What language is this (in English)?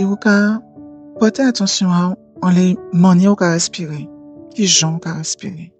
Guadeloupean Creole French